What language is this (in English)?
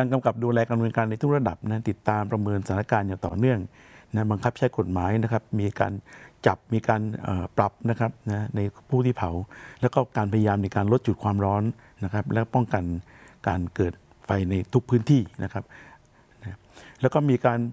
Thai